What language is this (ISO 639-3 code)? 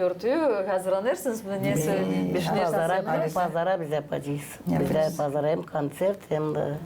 gag